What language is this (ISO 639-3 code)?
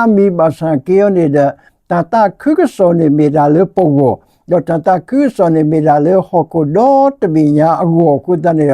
ksw